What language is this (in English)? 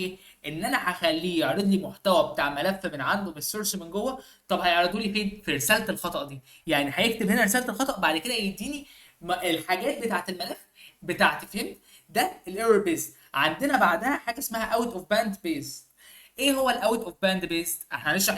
Egyptian Arabic